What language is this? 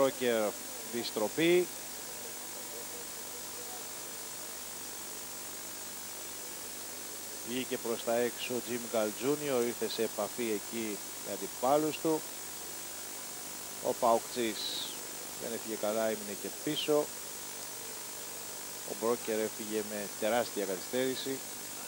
Greek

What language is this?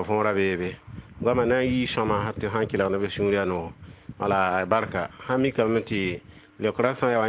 Mossi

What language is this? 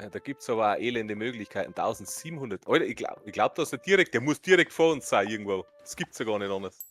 Bavarian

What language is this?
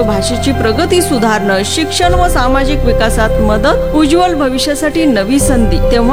Marathi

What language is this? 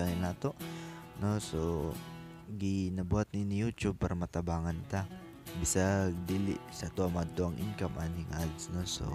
Cebuano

